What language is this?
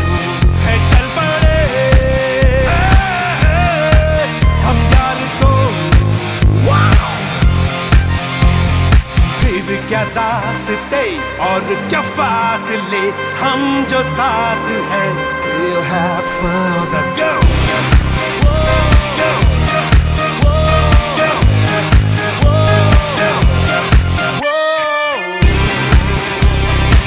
Hindi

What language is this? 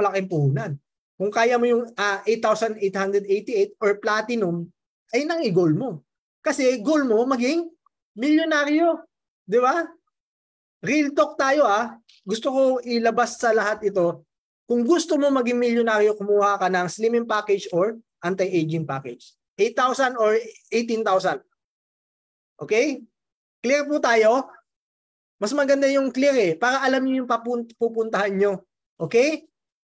Filipino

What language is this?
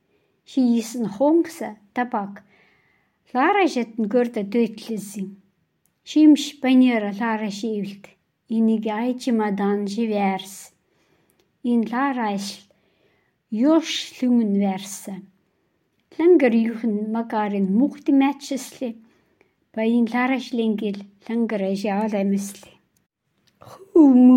Khanty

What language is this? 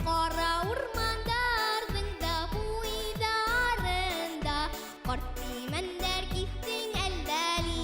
Bashkir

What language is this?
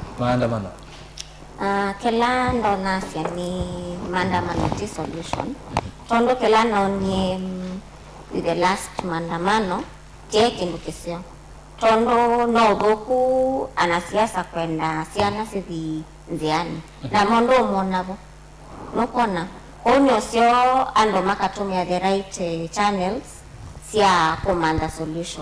Kamba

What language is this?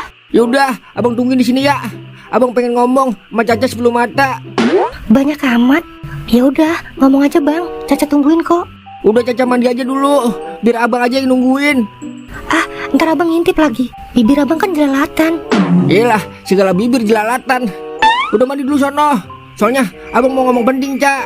Betawi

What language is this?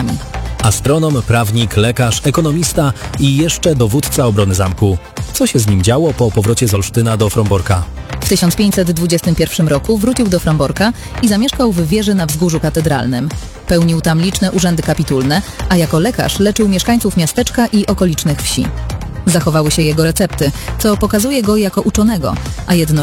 Polish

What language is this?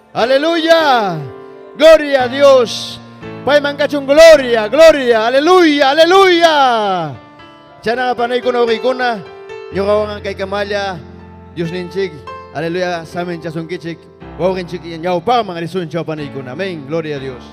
Ayacucho Quechua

